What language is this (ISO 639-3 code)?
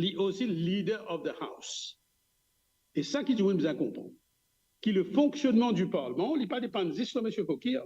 mfe